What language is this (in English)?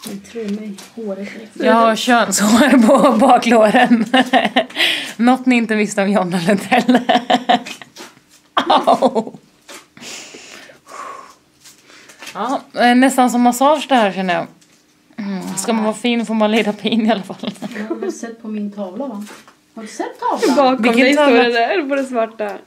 Swedish